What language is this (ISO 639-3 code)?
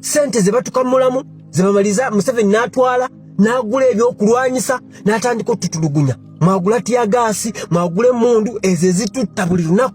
lug